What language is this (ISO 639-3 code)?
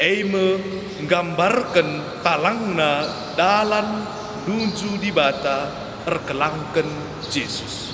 btx